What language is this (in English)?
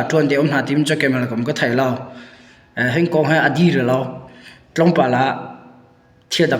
Hakha Chin